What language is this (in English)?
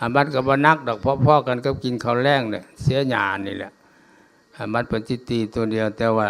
Lao